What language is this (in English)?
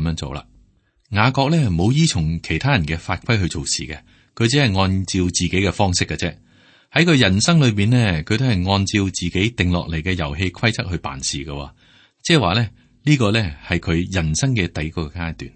Cantonese